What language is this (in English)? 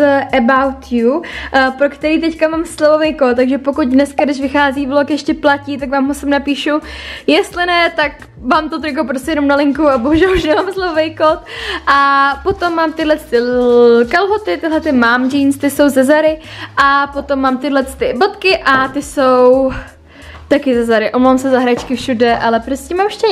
Czech